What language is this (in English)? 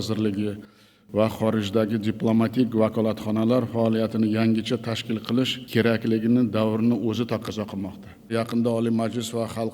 Uzbek